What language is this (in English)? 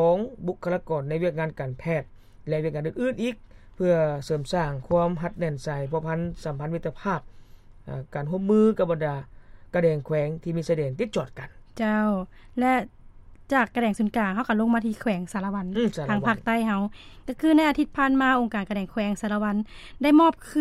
Lao